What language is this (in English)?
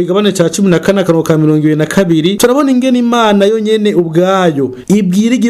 Rundi